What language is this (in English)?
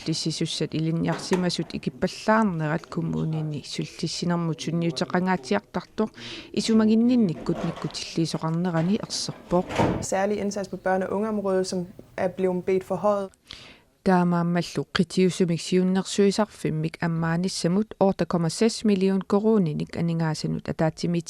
Kalaallisut